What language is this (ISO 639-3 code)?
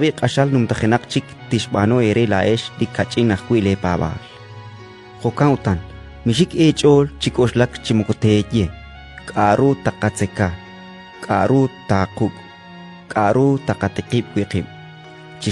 kek